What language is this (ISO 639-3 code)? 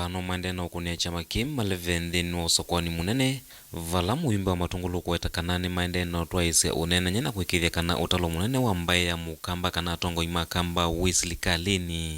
kam